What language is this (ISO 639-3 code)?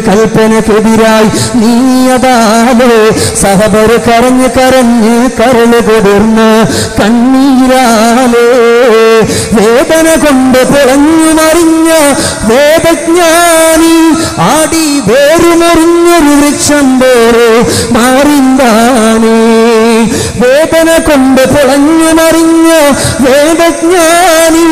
mal